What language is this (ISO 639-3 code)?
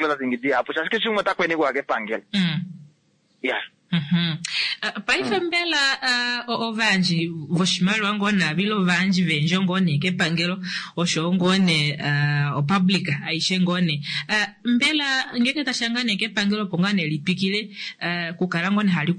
kua